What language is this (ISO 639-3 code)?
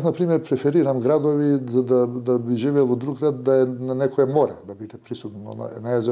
mkd